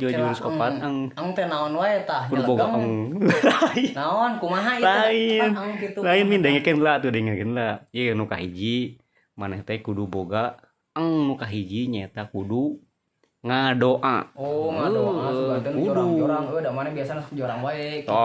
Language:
Sundanese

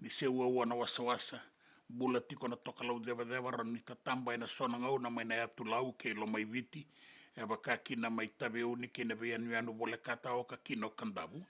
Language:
Fijian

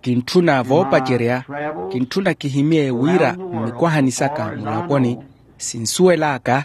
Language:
Makhuwa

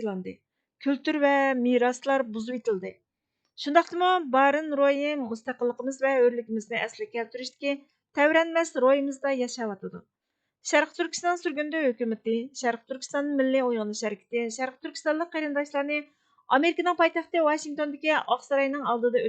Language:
Uyghur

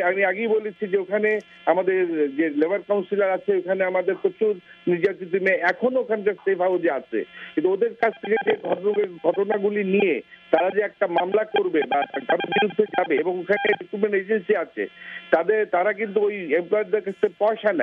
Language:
Bangla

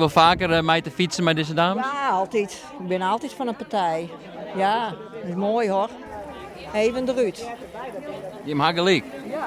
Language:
Western Frisian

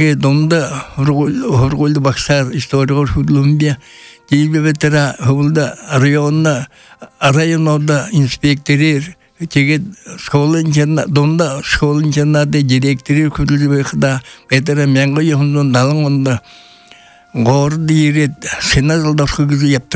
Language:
Buriat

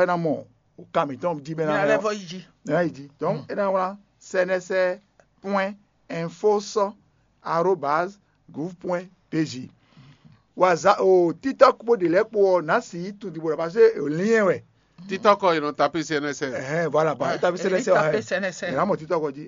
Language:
Fon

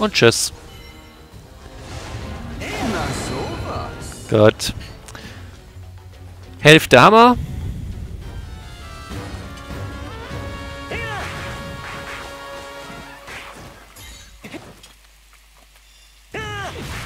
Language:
German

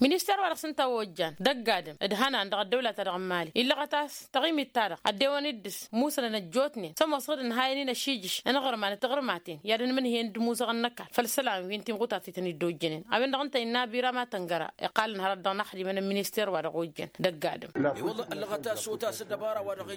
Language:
Tamasheq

